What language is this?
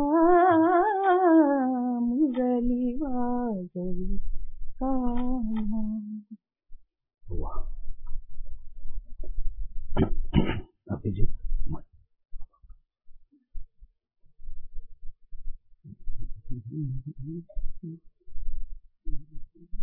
Marathi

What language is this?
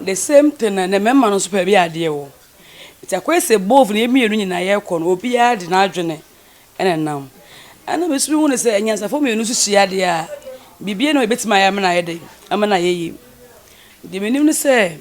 Akan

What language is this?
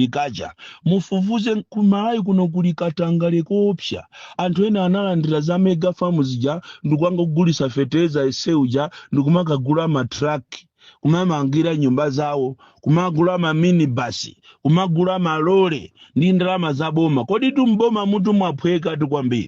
Nyanja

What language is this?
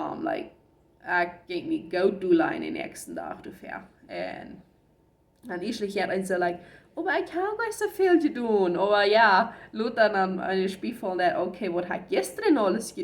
Plautdietsch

